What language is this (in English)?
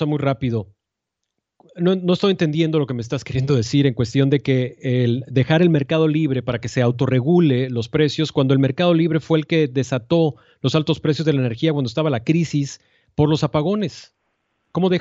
Spanish